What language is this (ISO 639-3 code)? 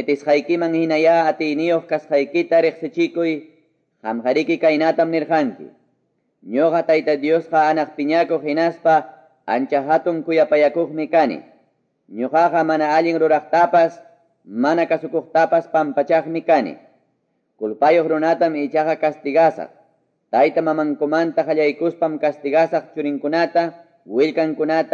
que